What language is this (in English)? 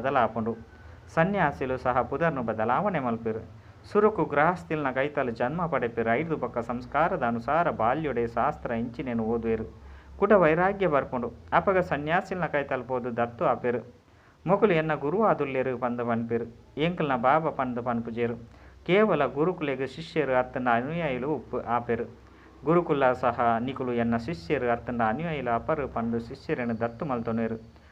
Tulu